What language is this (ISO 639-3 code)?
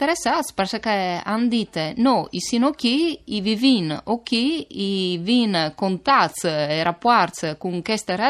fur